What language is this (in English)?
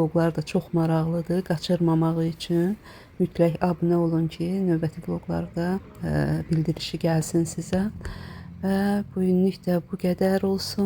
Azerbaijani